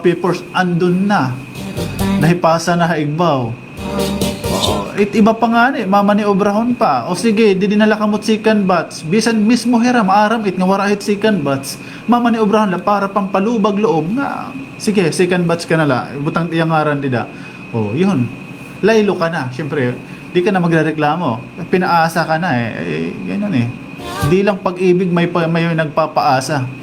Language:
Waray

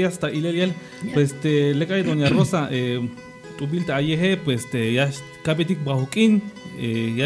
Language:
Tzeltal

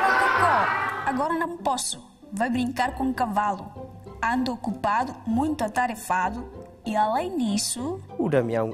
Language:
Tetum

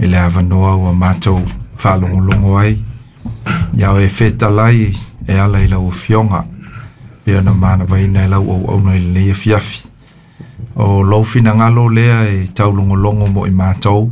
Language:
Samoan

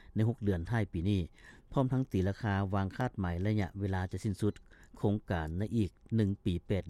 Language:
Lao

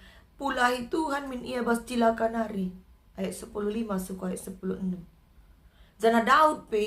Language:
Batak Karo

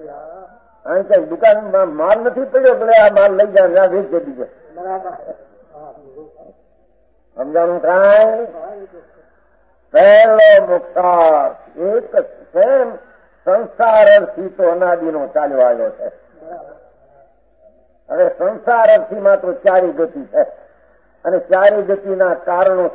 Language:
Gujarati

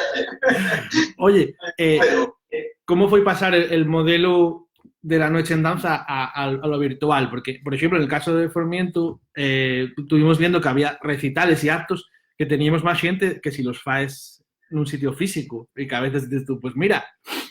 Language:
Asturian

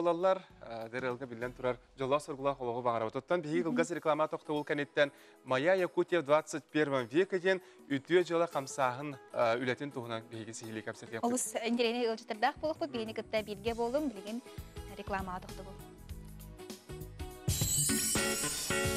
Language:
Yakut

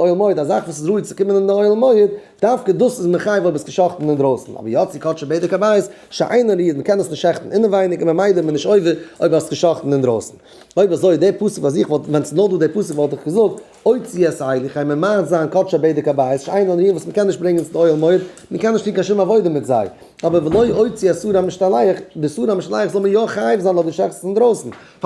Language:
Yiddish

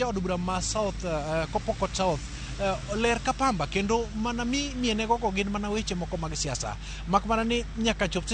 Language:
Luo (Kenya and Tanzania)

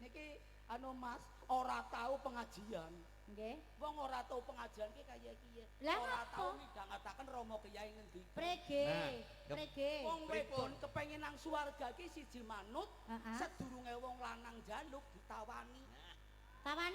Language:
Javanese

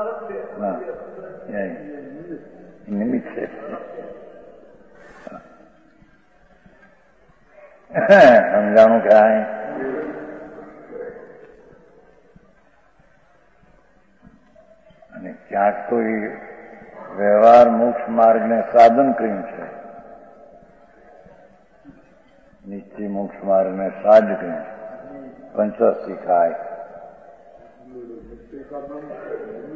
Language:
Gujarati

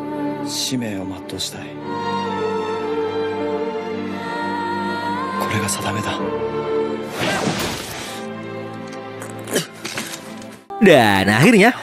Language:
Indonesian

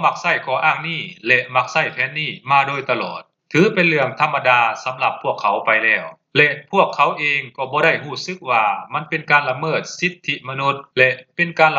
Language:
Lao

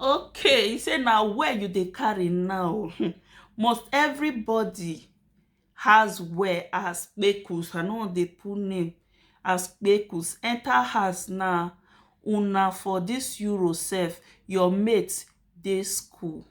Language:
Nigerian Pidgin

